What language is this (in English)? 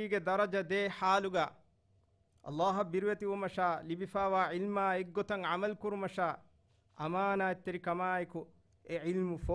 Divehi